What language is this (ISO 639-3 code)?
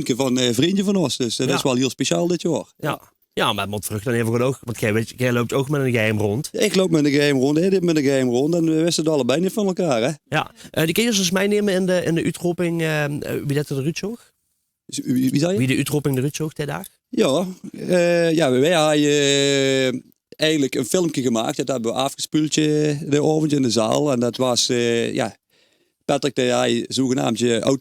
lim